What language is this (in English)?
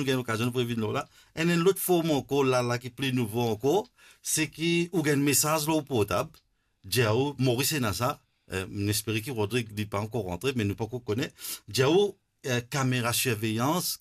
Morisyen